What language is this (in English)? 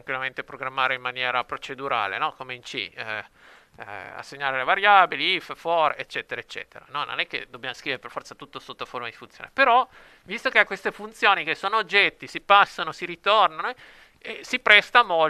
Italian